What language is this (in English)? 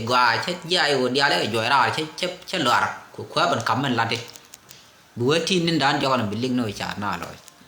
Nuer